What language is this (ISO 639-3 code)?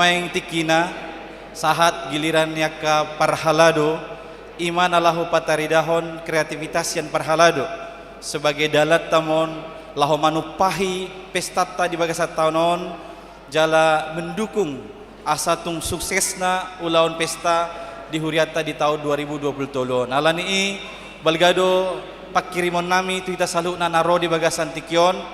bbc